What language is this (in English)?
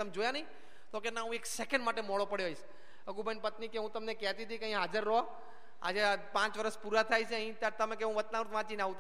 Gujarati